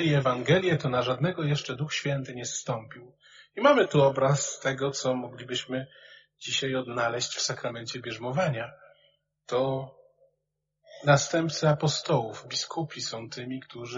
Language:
Polish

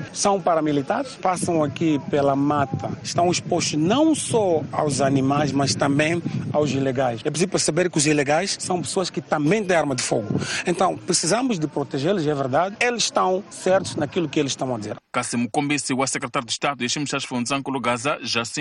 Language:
Tsonga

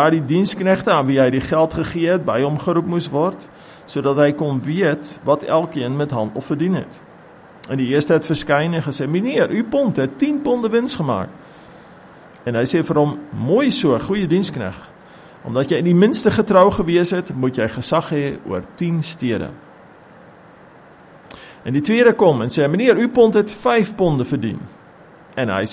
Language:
Afrikaans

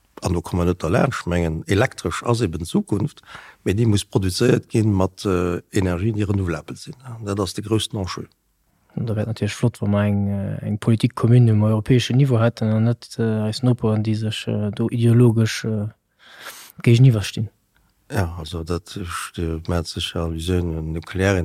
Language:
Luxembourgish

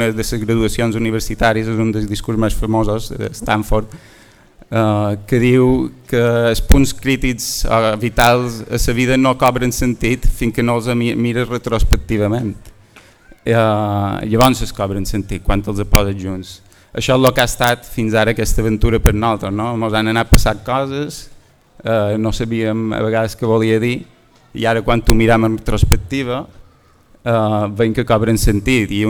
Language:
Catalan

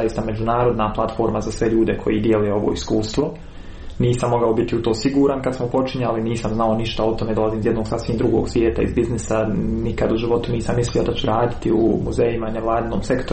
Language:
Croatian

